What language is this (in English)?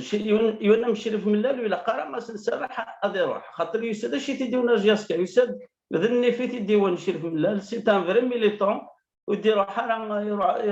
Kabyle